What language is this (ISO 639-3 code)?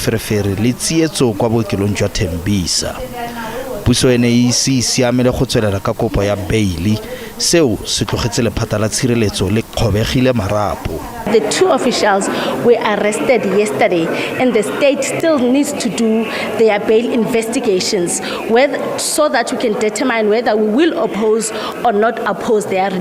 tsn